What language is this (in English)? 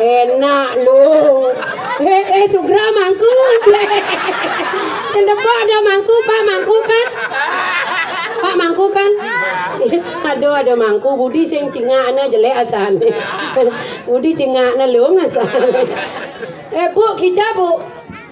Balinese